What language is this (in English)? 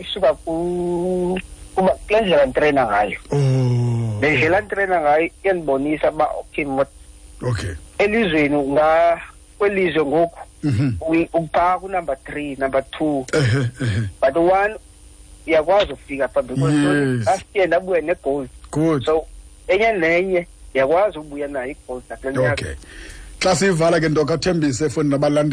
Xhosa